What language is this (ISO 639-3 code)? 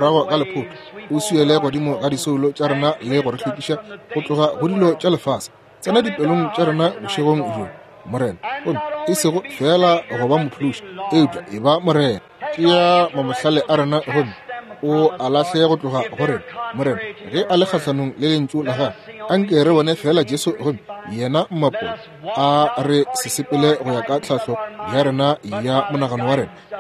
nso